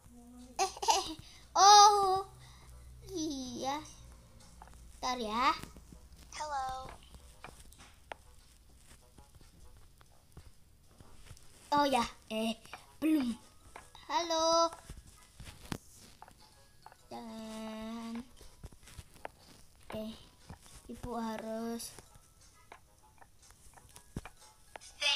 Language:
Indonesian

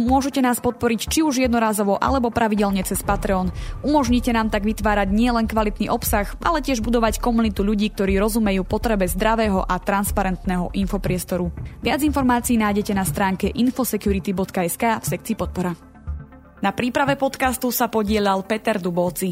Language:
Slovak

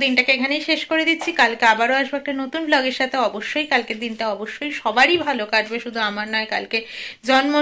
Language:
Bangla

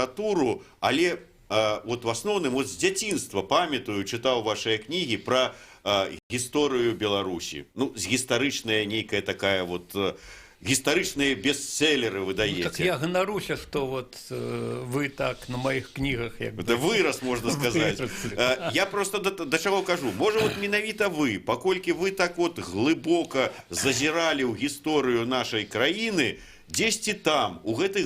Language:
Belarusian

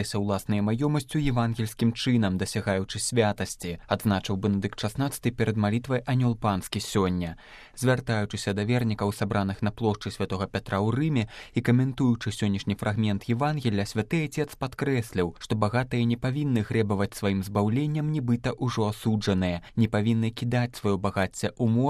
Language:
Belarusian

